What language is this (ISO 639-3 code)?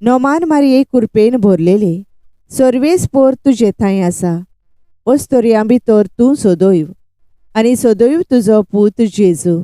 kok